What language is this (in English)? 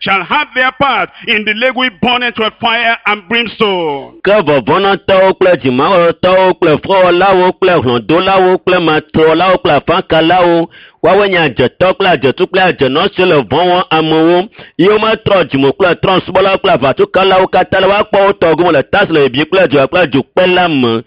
Ewe